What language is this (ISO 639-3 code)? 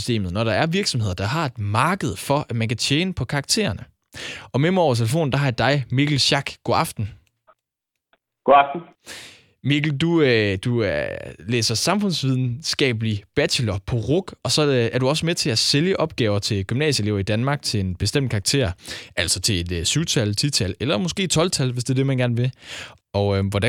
dan